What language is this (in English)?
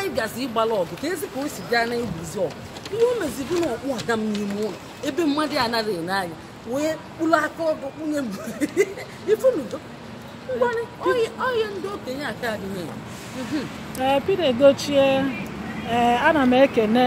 Igbo